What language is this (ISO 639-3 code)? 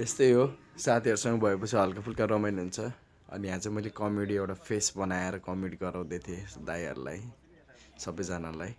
nep